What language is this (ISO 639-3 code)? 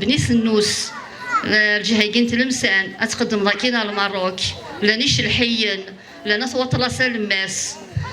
kab